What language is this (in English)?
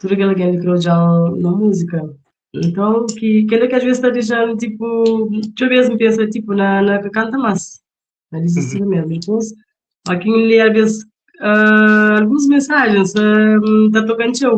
Kabuverdianu